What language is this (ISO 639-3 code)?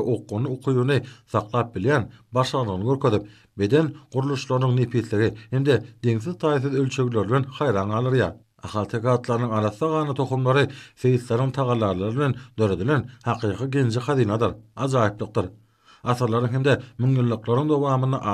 tuk